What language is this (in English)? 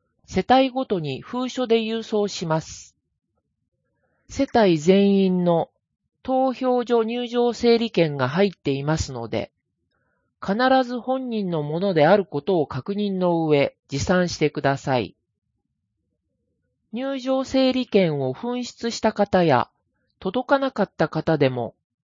Japanese